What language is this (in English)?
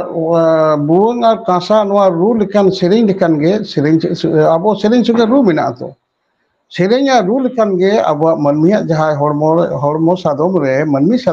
Santali